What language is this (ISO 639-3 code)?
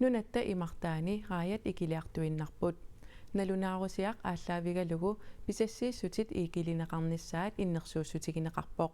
kal